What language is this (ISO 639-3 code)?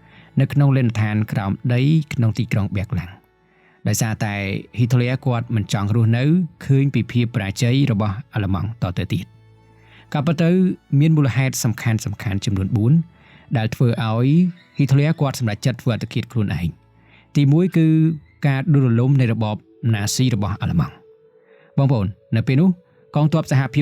khm